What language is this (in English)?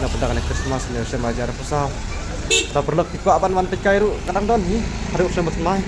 Khasi